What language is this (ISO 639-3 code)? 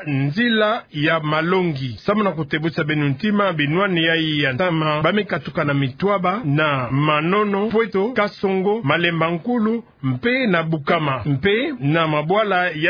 ktu